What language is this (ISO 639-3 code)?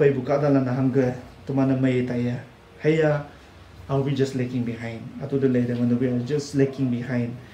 nbe